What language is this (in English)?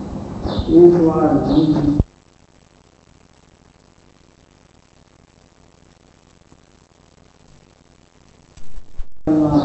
Gujarati